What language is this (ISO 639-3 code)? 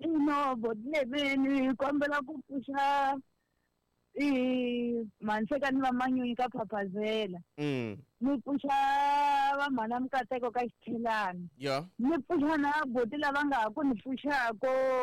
tso